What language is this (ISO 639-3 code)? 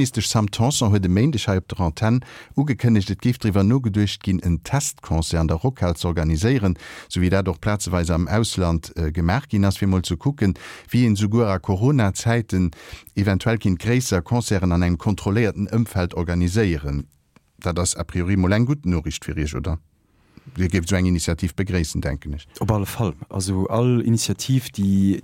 ltz